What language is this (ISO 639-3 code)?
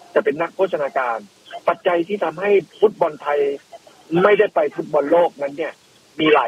tha